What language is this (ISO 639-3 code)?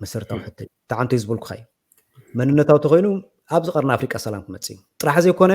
tir